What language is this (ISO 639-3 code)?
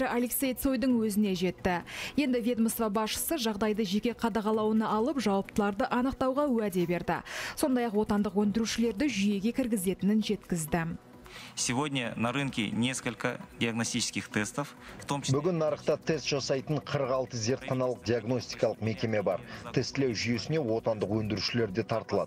kaz